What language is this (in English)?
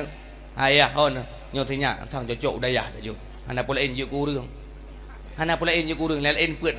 Achinese